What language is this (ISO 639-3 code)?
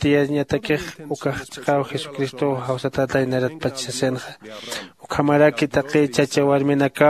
aym